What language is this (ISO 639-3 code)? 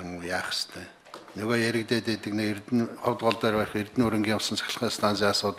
mon